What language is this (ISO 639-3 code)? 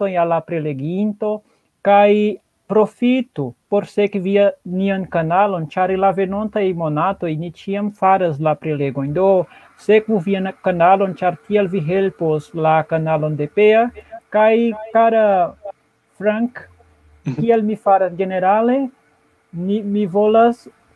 epo